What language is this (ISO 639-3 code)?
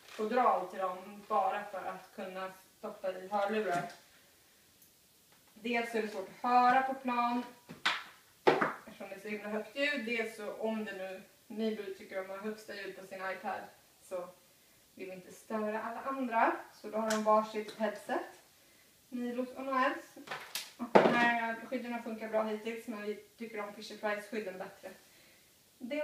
swe